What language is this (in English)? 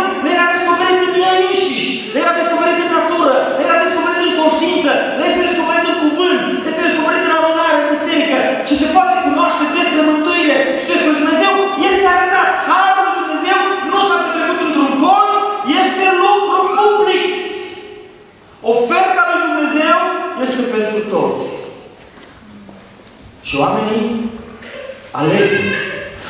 Romanian